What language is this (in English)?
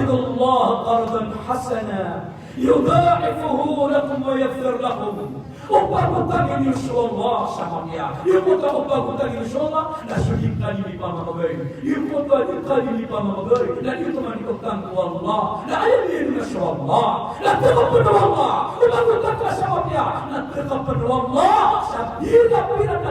Maranao